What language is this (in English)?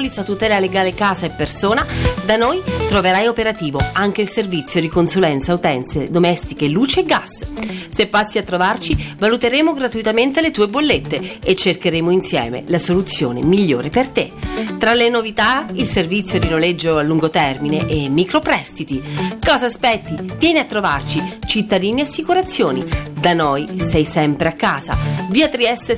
Italian